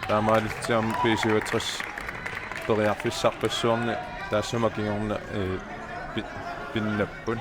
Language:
Kalaallisut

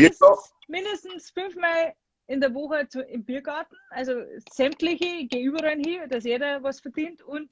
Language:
Bavarian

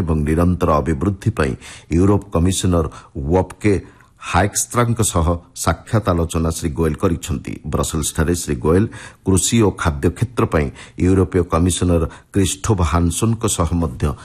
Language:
Odia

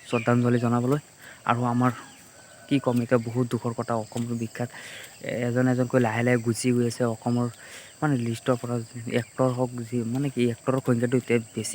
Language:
Assamese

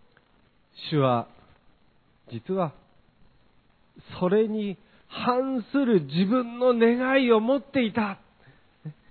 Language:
Japanese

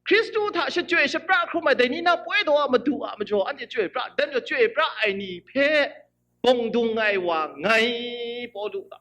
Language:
Kachin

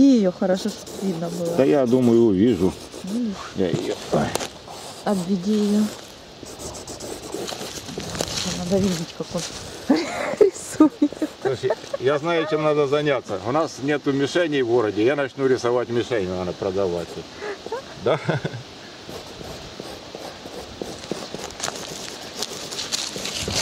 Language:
Russian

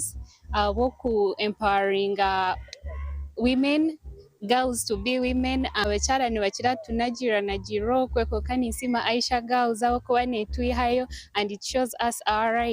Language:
Nyankole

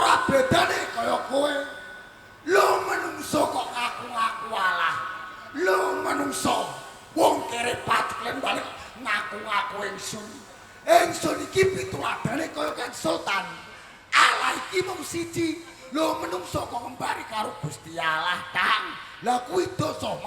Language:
Javanese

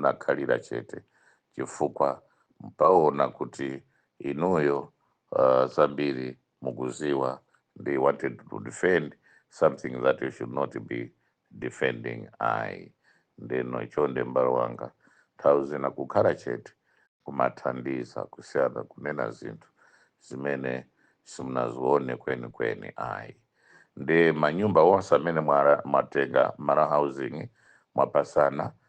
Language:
Nyanja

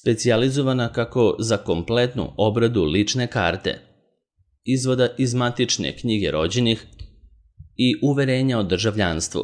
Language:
Serbian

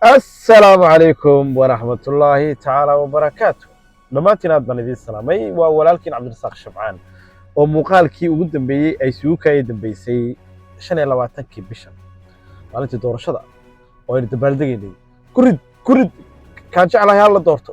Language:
Somali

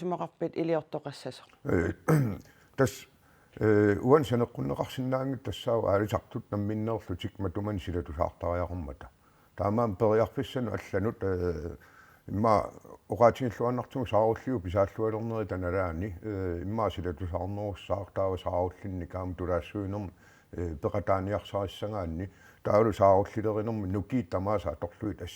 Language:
Kalaallisut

